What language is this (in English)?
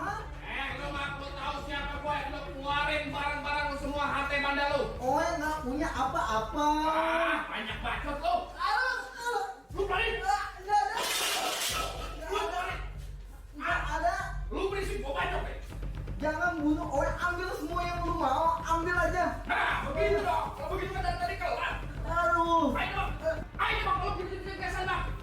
Betawi